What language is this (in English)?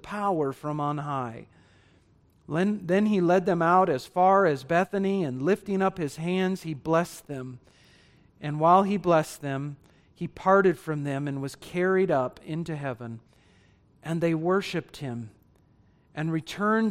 English